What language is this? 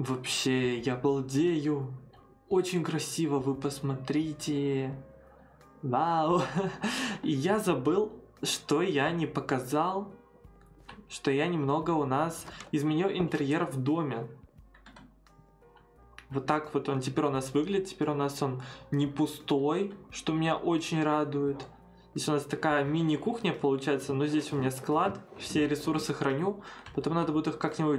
Russian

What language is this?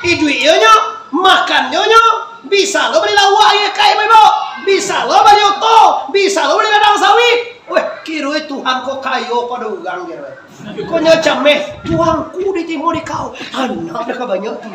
Minangkabau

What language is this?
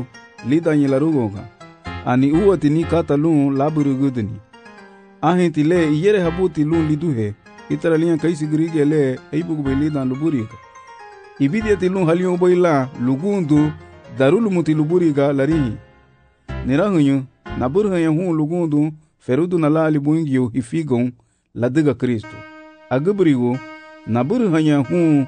Garifuna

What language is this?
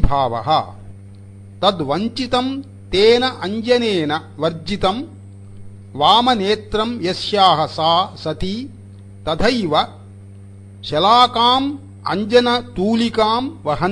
Sanskrit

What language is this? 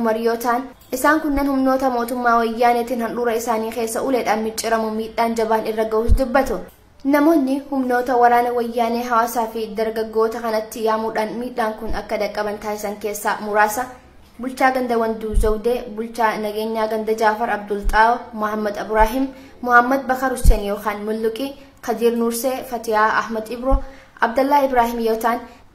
Oromo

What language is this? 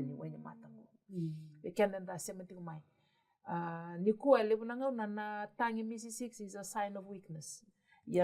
Fijian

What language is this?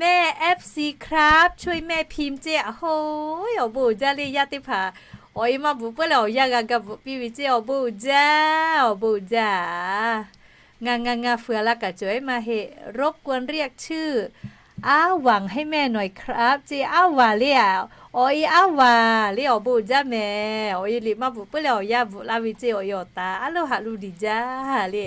Lahu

